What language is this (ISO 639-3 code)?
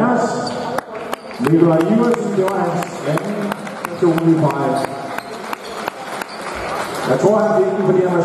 dan